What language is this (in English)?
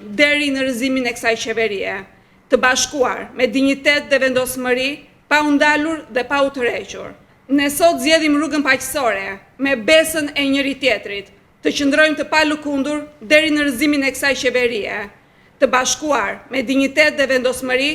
Albanian